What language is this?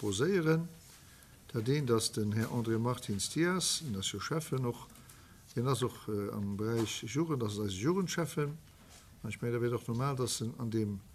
Luxembourgish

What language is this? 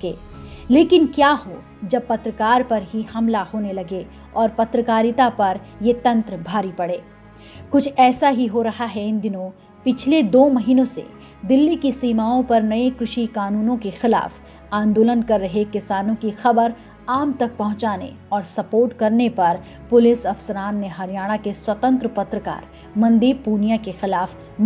Hindi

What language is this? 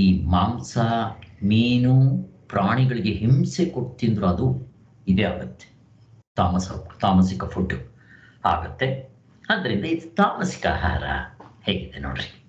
Kannada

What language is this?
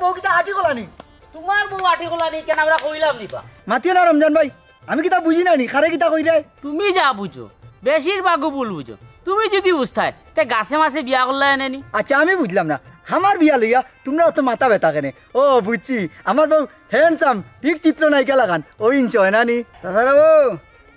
Sylheti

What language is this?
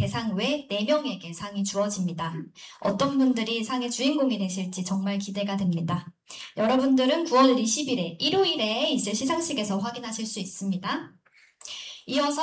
Korean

